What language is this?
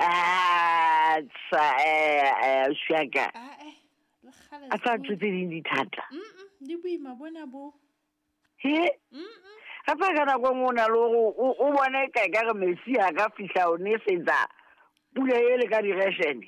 Southern Sotho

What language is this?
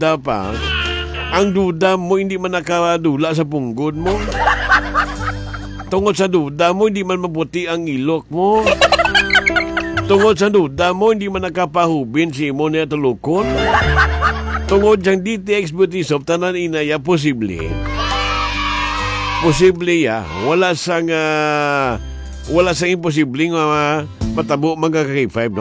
Hiligaynon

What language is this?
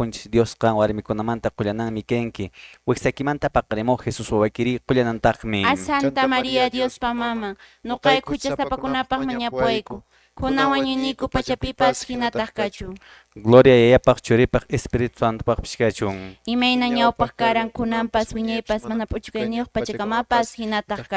Quechua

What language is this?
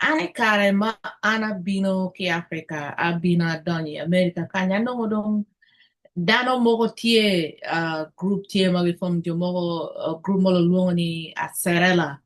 Acoli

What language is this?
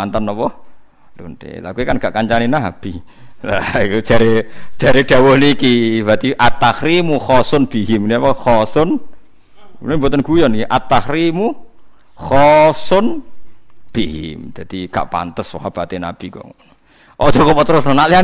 Javanese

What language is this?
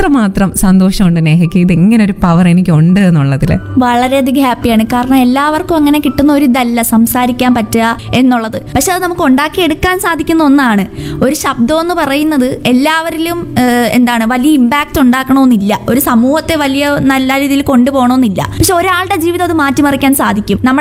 Malayalam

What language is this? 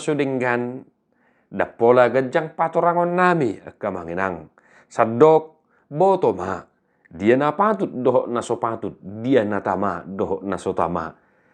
Batak Toba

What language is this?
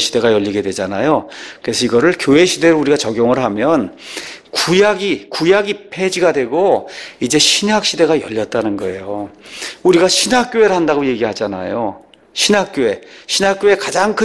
Korean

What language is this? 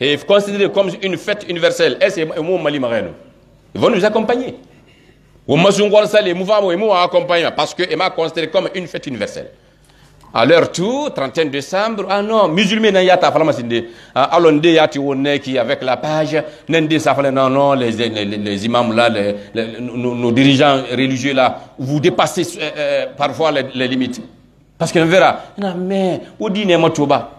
Pular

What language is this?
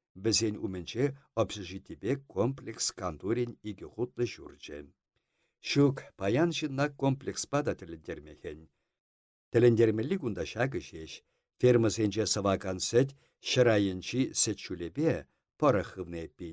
Chuvash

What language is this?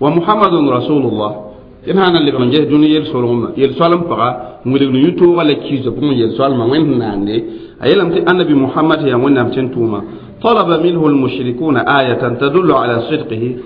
Mossi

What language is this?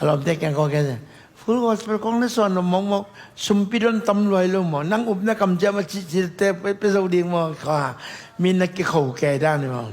Tedim Chin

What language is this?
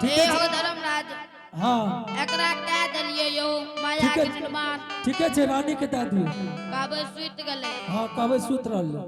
Angika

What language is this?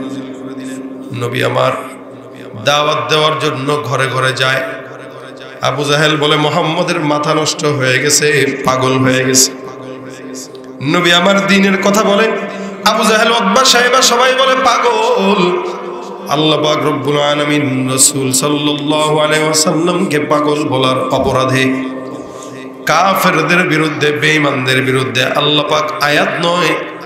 Bangla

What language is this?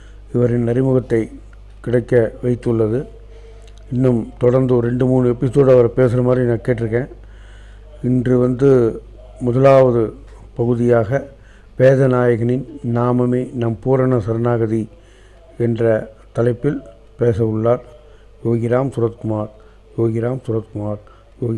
Tamil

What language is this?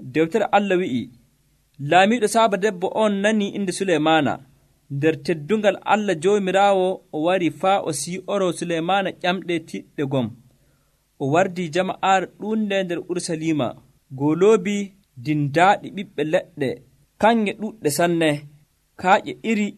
Nigerian Fulfulde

